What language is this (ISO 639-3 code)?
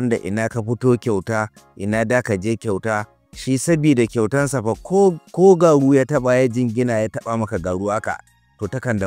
hau